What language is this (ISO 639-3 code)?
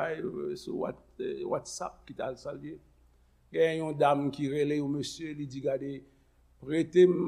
hat